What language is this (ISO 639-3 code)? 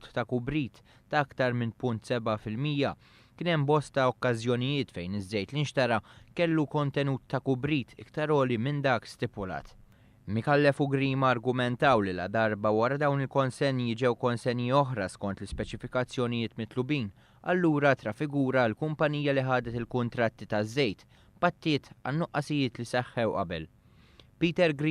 mlt